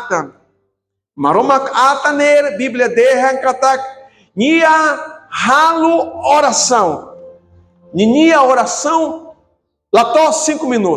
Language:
Tetum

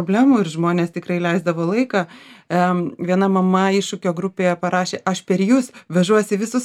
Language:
Lithuanian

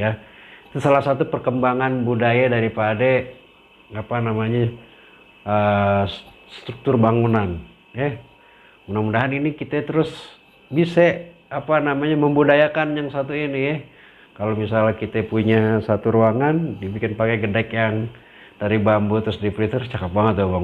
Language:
Betawi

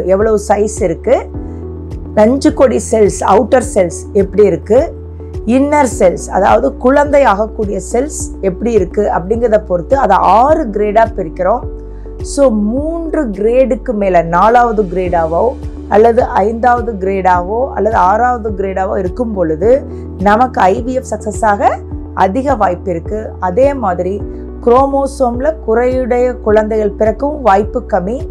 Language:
Tamil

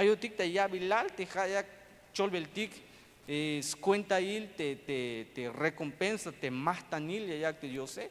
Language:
Tzeltal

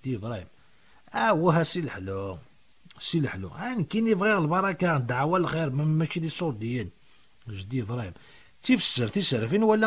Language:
Kabyle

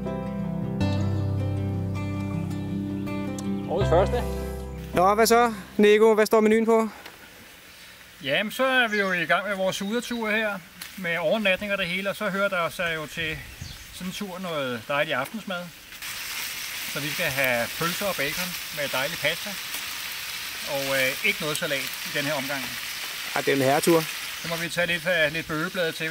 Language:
Danish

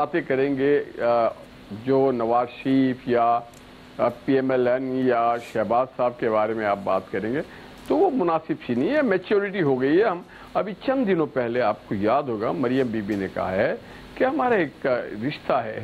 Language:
Urdu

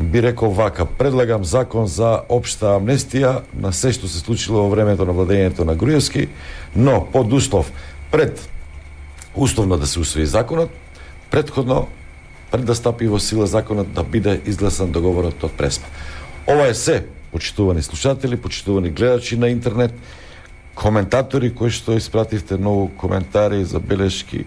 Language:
Macedonian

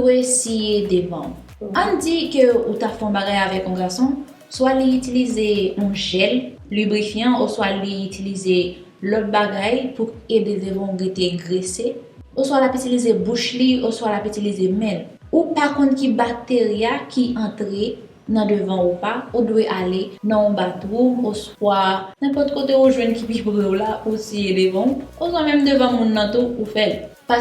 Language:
Haitian Creole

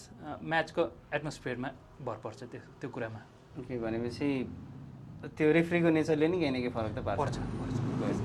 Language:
Nepali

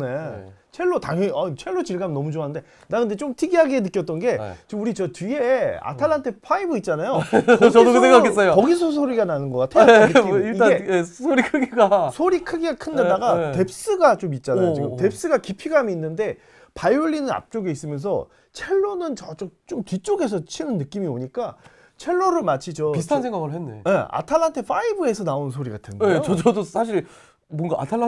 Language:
Korean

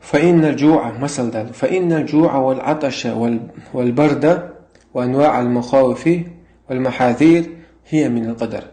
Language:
Chechen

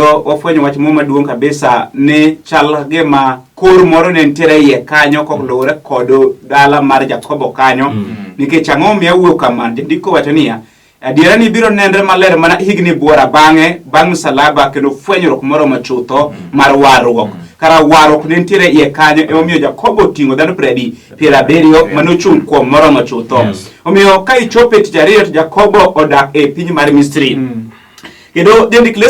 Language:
Luo (Kenya and Tanzania)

